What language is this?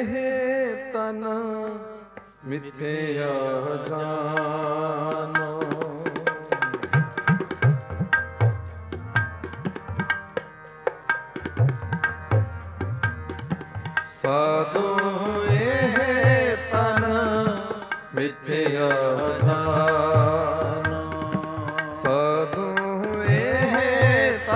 Punjabi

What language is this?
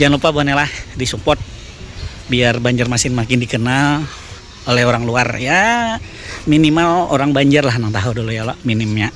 Banjar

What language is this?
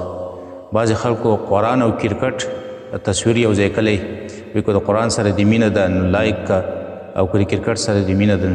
Pashto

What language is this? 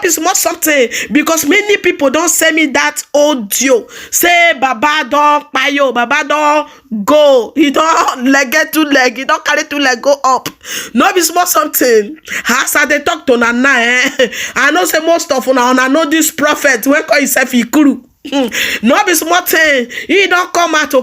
Nigerian Pidgin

